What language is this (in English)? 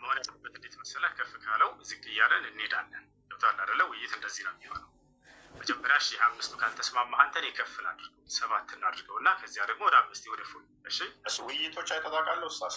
Amharic